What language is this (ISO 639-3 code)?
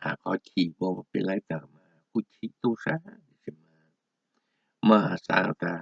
hmn